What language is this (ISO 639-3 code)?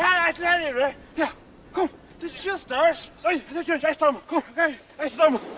fao